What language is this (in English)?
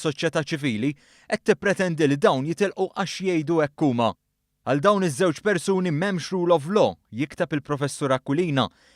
Maltese